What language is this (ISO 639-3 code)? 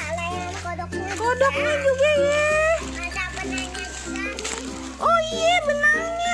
bew